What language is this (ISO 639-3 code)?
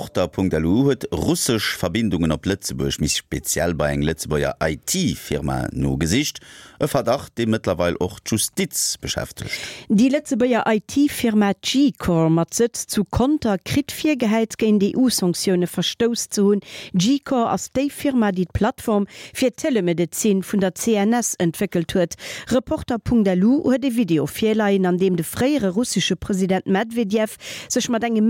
ltz